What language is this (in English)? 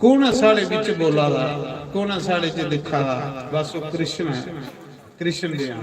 Dogri